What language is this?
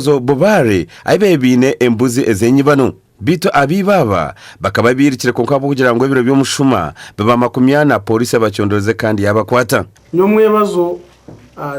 Nyankole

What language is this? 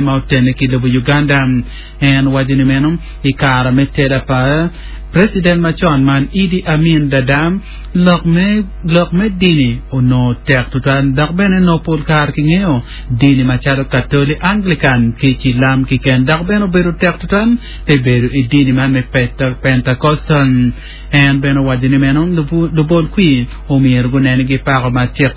Acoli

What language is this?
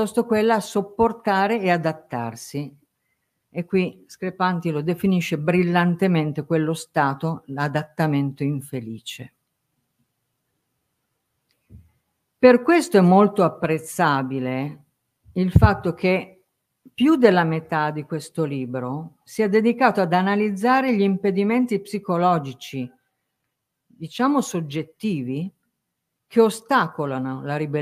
Italian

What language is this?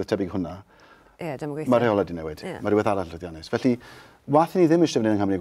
Welsh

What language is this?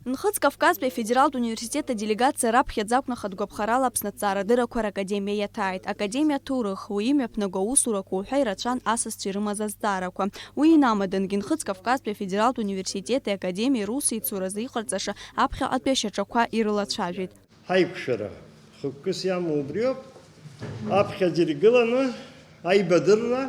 Abkhazian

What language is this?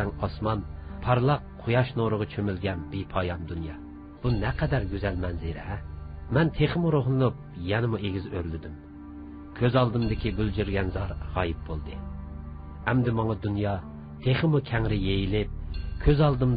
Uyghur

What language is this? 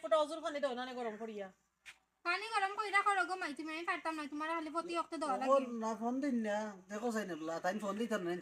Sylheti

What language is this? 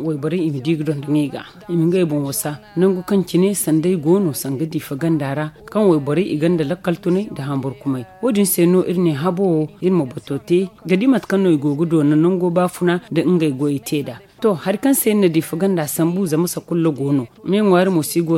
Zarma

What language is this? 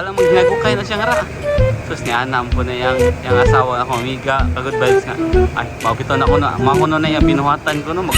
Cebuano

